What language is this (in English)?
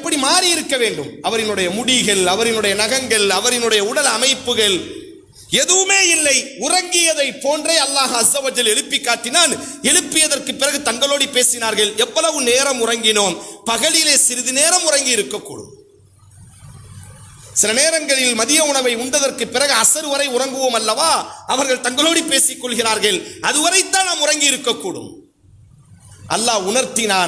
Tamil